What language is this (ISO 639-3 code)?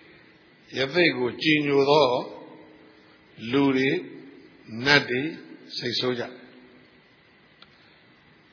mya